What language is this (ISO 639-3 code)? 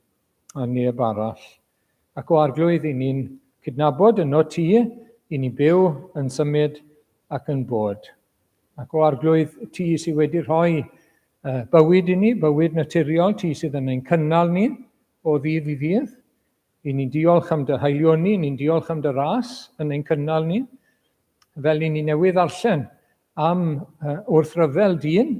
cym